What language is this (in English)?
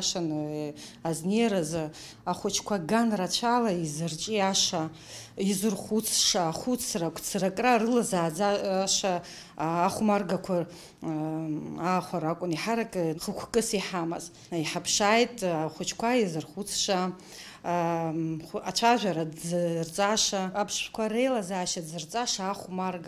Abkhazian